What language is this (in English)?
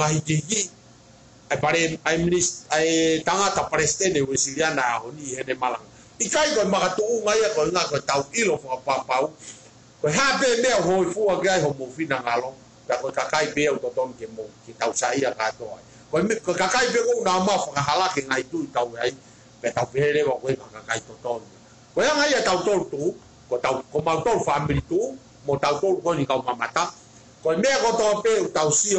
Tongan